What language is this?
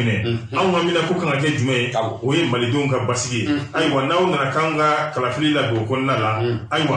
Bambara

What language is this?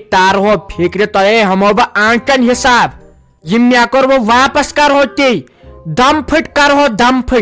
Kashmiri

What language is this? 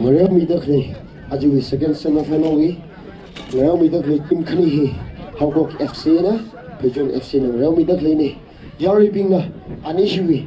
Tangkhul Naga (India)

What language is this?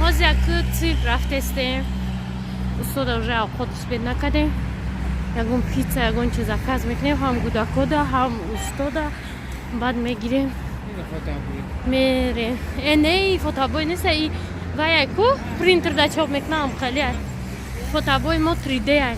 Tajik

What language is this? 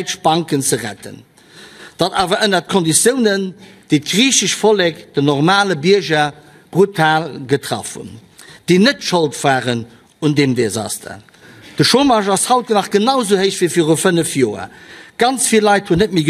Luxembourgish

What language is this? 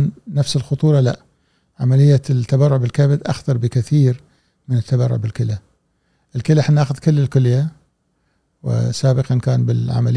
Gulf Arabic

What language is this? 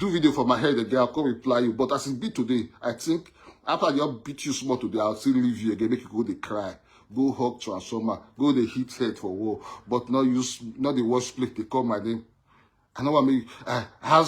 Nigerian Pidgin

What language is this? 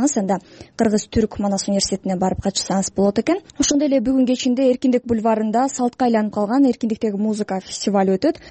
Kyrgyz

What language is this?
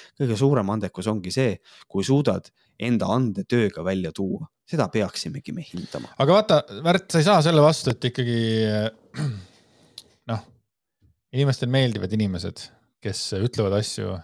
Estonian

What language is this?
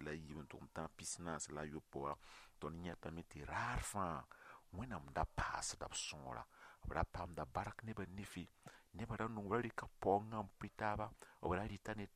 Mossi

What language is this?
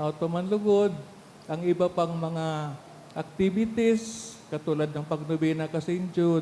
Bikol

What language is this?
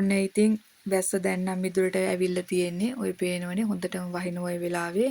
Sinhala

